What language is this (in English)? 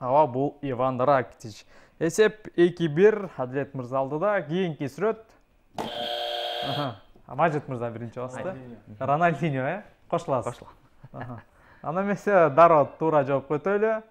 Kyrgyz